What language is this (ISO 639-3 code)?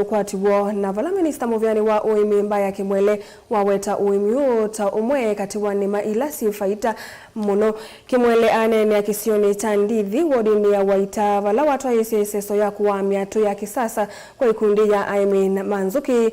kam